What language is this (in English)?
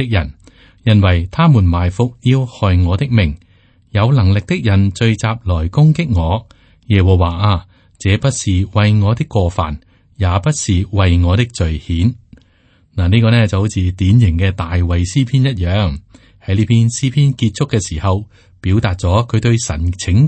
Cantonese